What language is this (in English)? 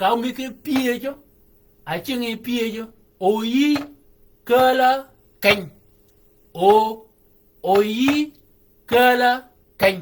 Shilluk